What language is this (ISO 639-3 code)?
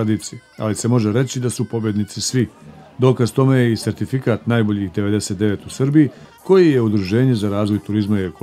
srp